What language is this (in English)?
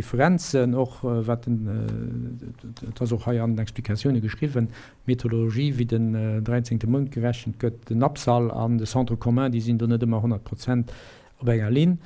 Luxembourgish